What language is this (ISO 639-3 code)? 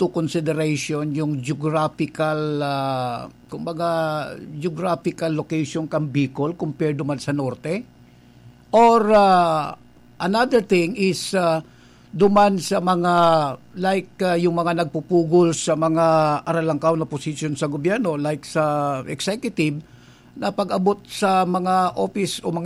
bik